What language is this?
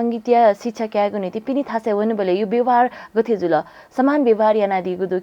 Newari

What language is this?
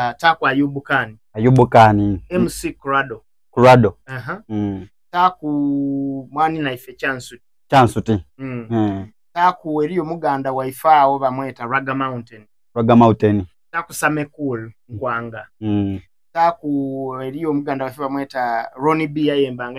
Soga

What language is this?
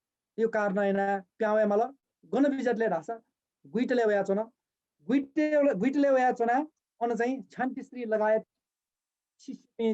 Newari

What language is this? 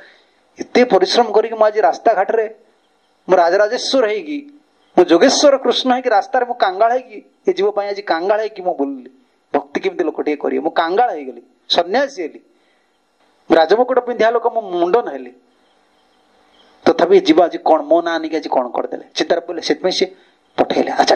Odia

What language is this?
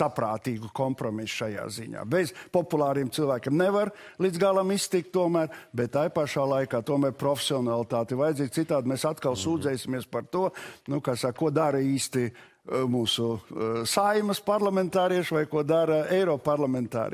Latvian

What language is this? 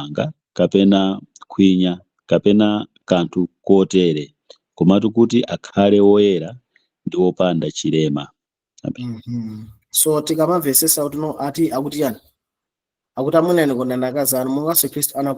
Nyanja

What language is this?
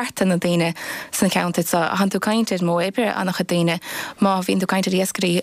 Irish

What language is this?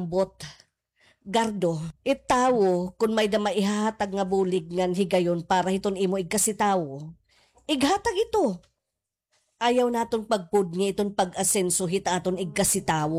Waray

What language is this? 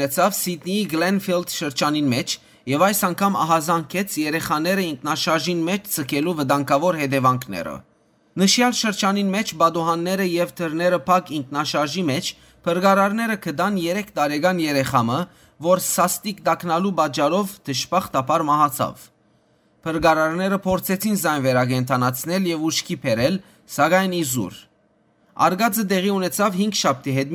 Western Armenian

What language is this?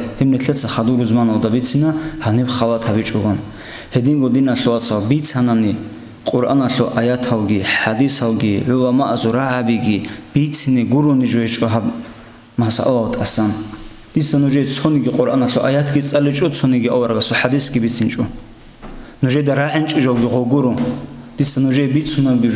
Avaric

